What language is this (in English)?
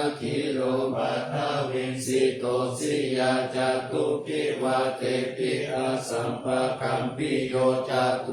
Pali